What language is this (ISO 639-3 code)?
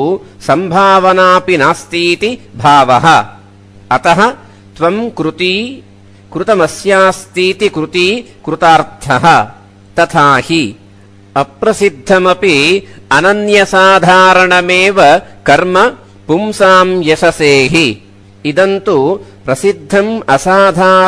san